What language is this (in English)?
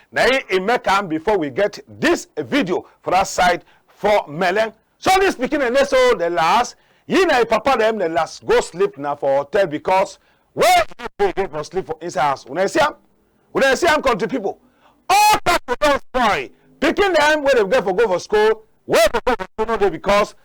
Cameroon Pidgin